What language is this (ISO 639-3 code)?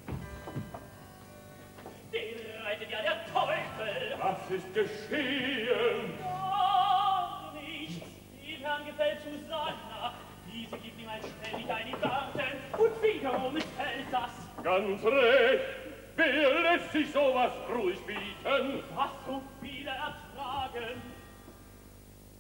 deu